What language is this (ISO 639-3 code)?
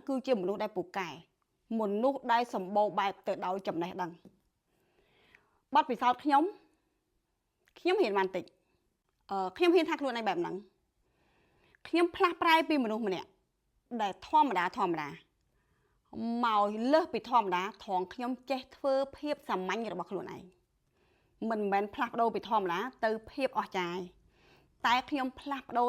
khm